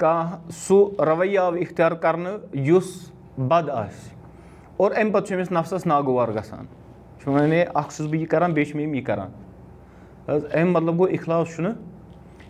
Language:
Kashmiri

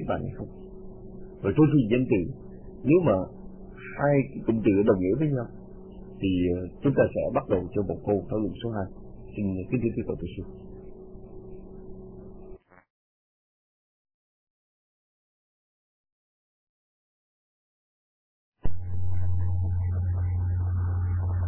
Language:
Vietnamese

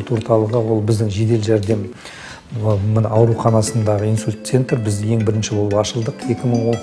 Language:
Kazakh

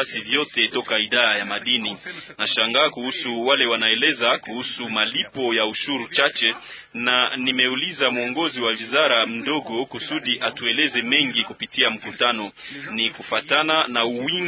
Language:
Swahili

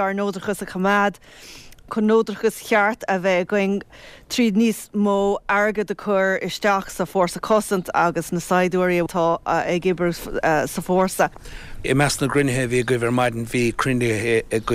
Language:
Irish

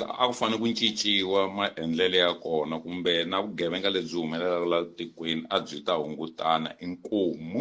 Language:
Tsonga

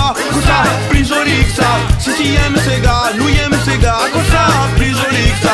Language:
Réunion Creole French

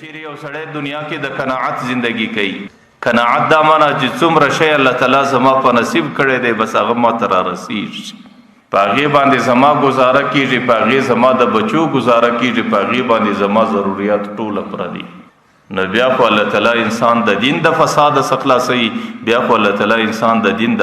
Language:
Pashto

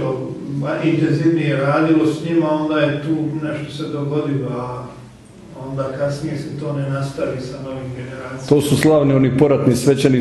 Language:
Croatian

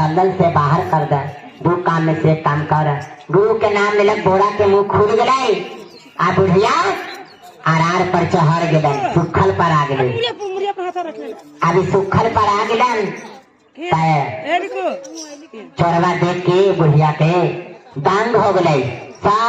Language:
Magahi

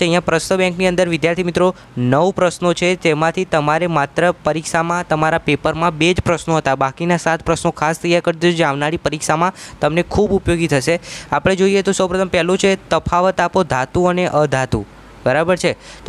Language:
Gujarati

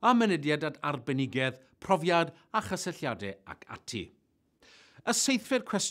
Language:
Welsh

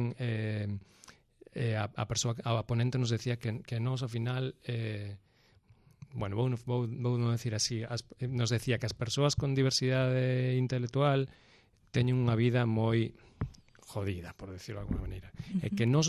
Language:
Galician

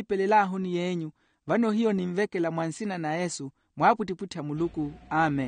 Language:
Makhuwa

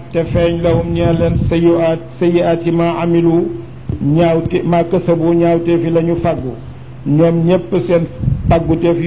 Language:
Wolof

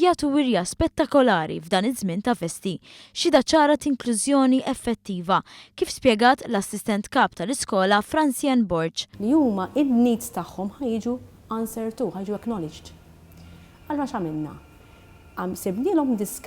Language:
Maltese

